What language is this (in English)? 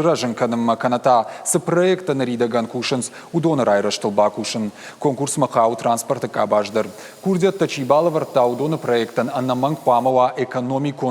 Ossetic